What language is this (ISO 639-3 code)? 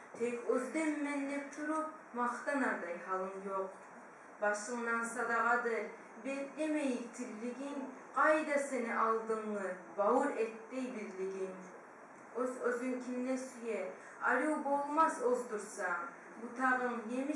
kum